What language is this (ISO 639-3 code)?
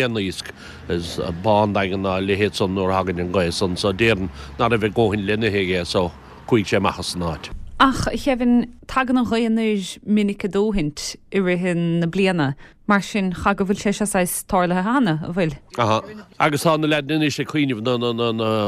gle